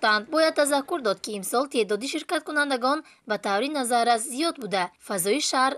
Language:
Tajik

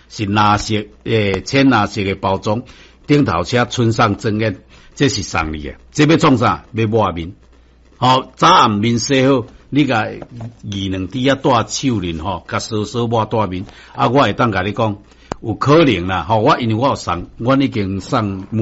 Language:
Min Nan Chinese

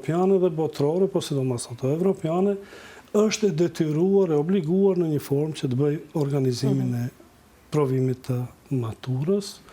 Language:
Albanian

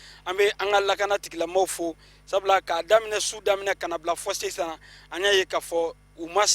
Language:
Bambara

